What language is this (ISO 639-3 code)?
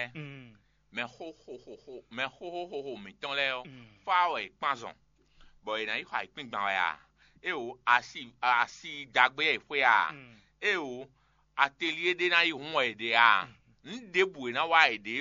fon